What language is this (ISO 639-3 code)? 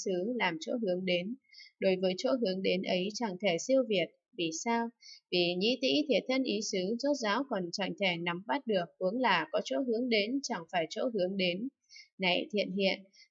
vie